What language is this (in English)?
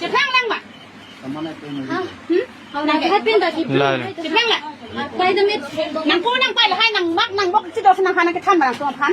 Karbi